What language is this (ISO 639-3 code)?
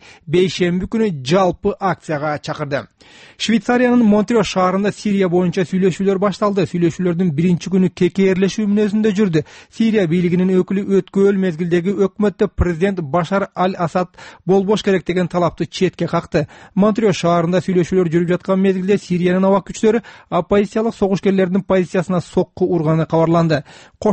kir